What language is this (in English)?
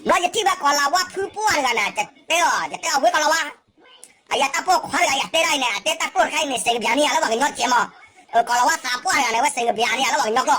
S'gaw Karen